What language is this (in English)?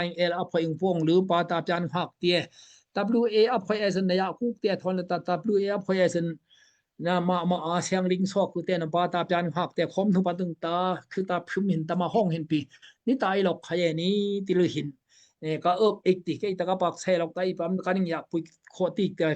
Daai Chin